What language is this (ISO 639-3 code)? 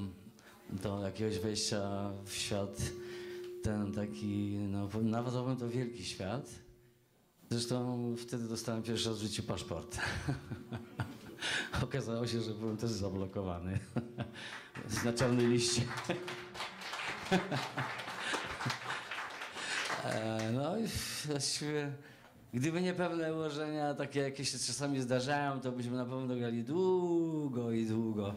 pol